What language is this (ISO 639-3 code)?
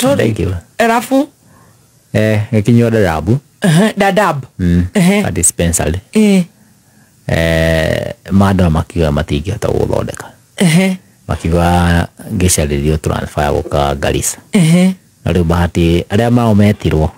kik